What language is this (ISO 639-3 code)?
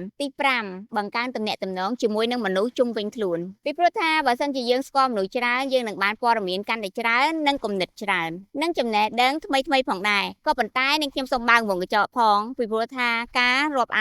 khm